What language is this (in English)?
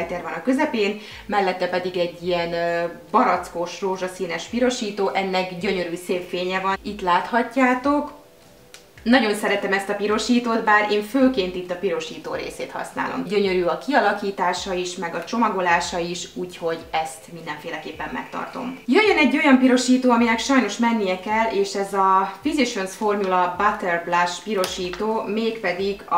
Hungarian